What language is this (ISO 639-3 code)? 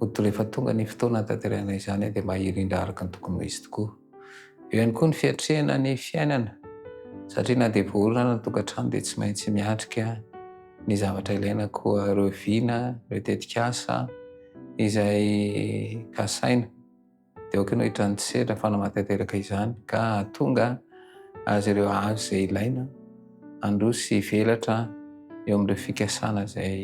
mlg